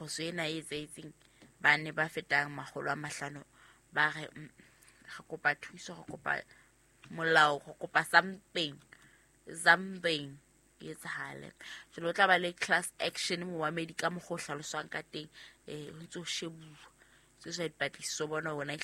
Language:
Southern Sotho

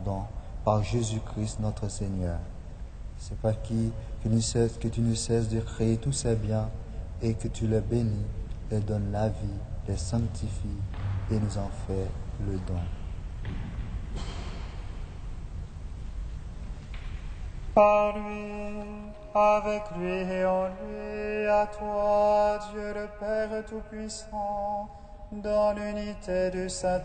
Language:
French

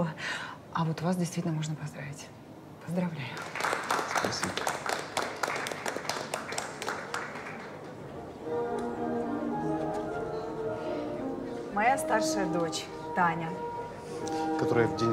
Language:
Russian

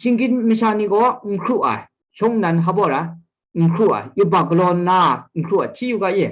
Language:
Kachin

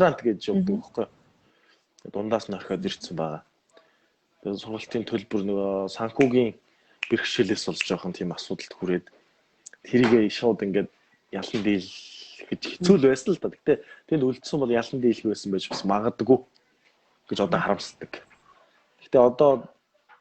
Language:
Mongolian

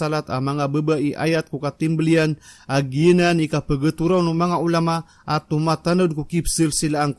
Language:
Maranao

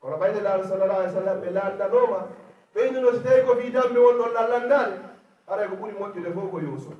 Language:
Fula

